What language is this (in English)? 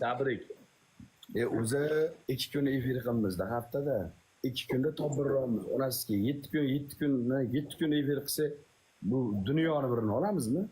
Uzbek